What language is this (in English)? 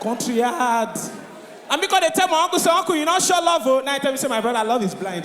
Nigerian Pidgin